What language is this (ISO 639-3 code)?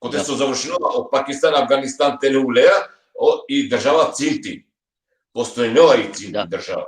rmn